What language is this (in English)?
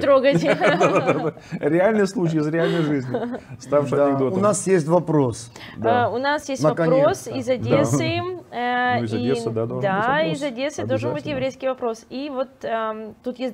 Russian